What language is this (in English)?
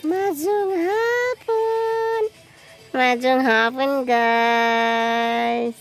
Cebuano